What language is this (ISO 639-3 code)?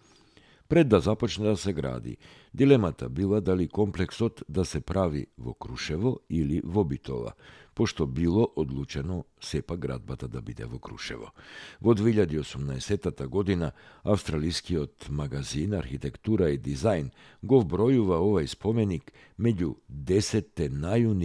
mkd